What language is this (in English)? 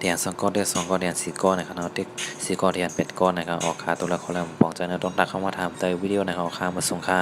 Shan